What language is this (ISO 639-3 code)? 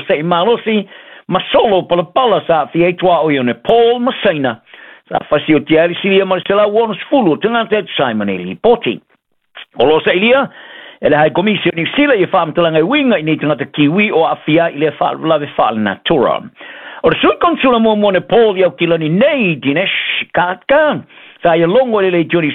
smo